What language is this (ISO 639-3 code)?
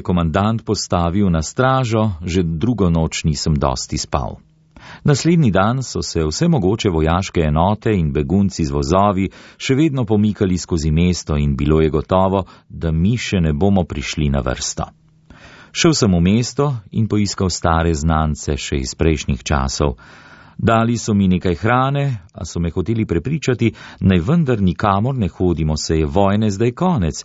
slv